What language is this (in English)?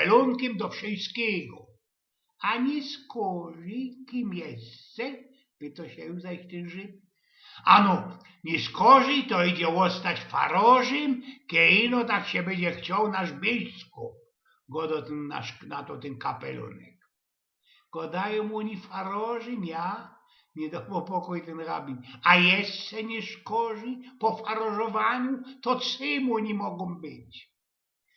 Silesian